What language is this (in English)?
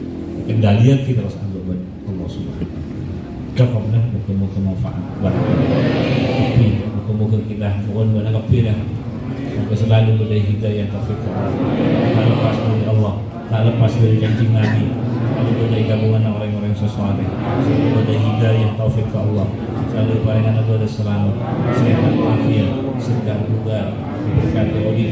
Madurese